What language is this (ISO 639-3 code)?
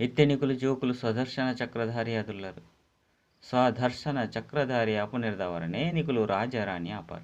tcy